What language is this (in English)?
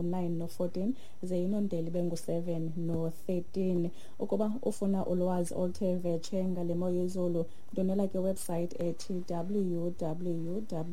Xhosa